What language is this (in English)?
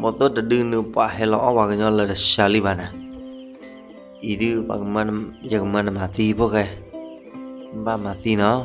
S'gaw Karen